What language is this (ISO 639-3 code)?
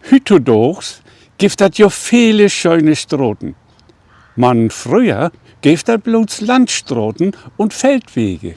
nds